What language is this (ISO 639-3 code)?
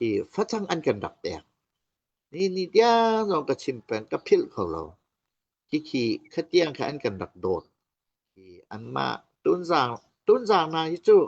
cnh